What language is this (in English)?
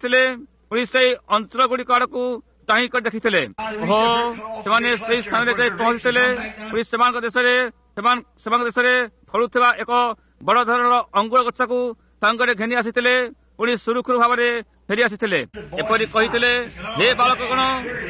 Odia